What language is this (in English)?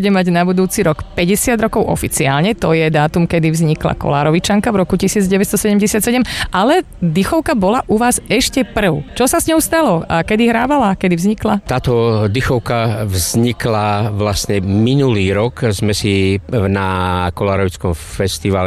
Slovak